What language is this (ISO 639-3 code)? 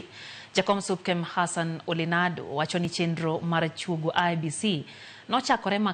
luo